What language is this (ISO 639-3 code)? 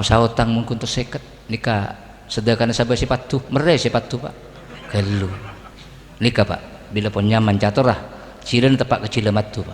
mad